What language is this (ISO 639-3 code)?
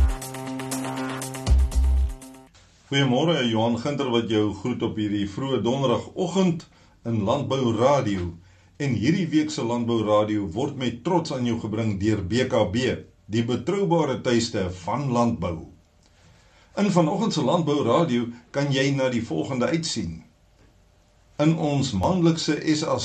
afr